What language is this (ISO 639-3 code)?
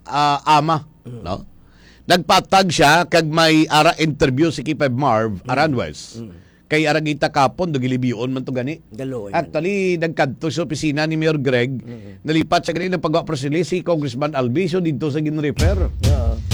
hil